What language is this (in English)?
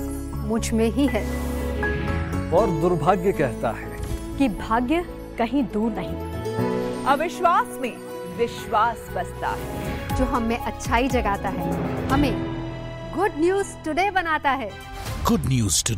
Hindi